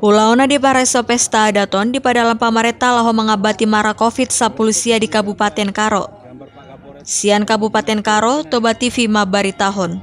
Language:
Batak Toba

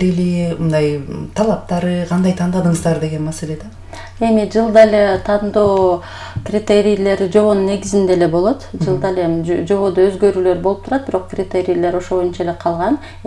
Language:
Kyrgyz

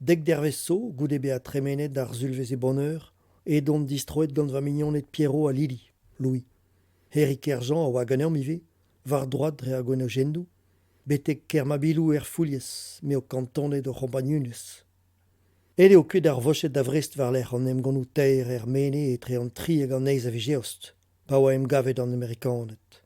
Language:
Breton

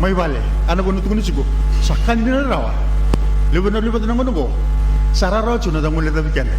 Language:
Fijian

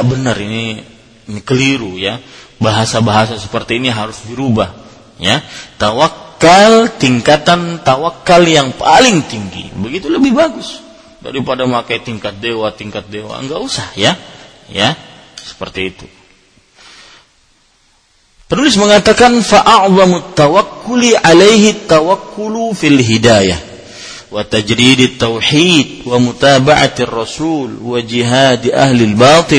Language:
Indonesian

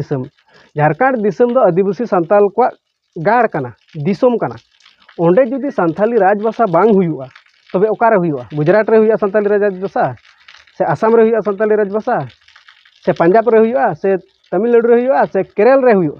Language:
Santali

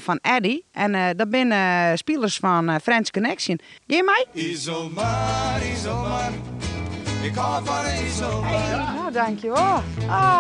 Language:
Western Frisian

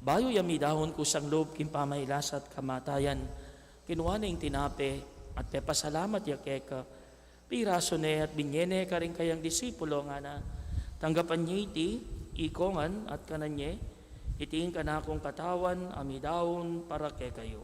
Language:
Pampanga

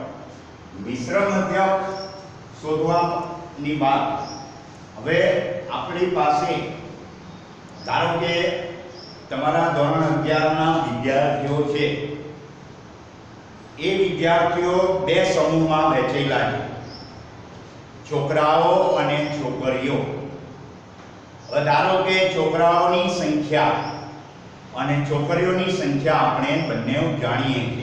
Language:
Gujarati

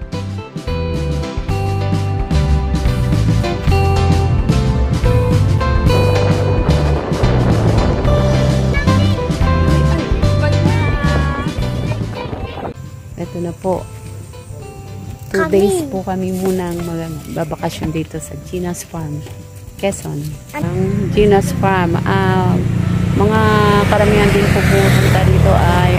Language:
Filipino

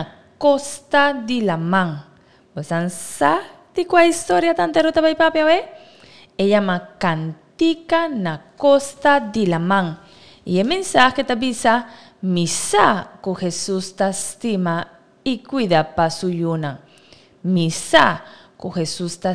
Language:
Papiamento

